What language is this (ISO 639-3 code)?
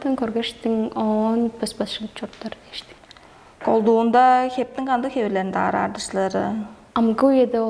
tyv